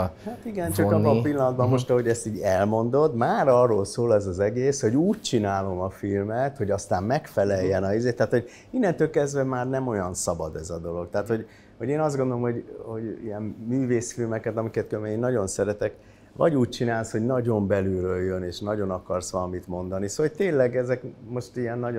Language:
Hungarian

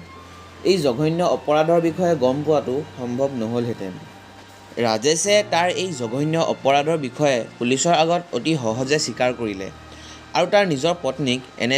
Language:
Assamese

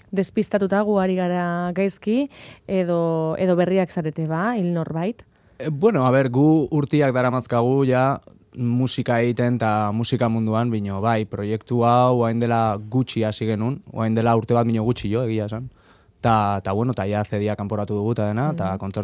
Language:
Basque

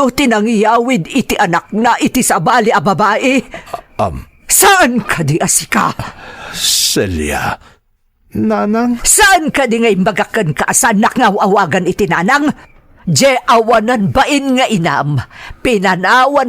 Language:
Iloko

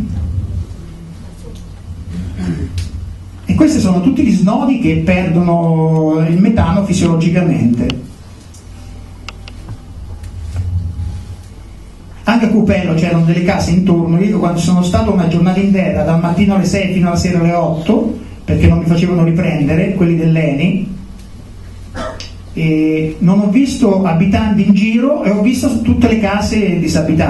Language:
Italian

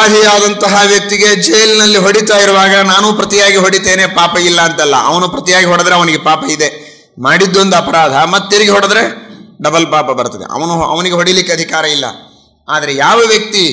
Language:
Kannada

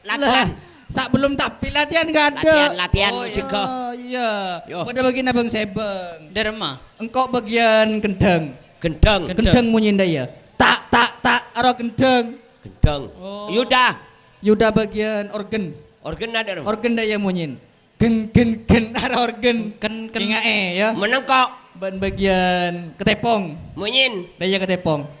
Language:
Madurese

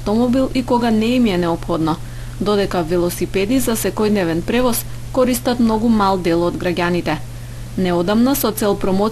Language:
Macedonian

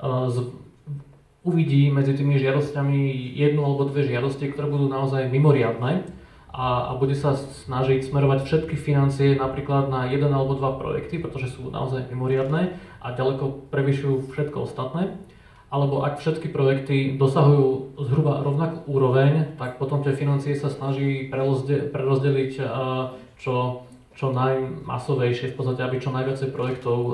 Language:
Slovak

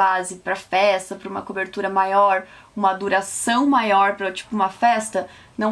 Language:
Portuguese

